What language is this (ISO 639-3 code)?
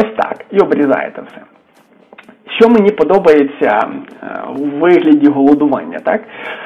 ukr